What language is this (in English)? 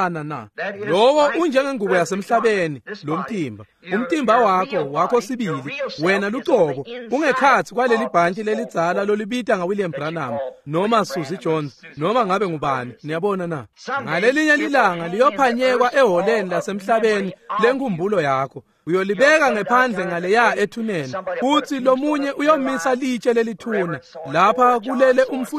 Swati